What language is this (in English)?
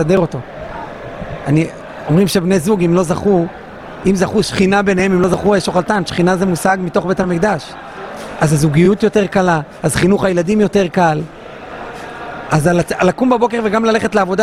Hebrew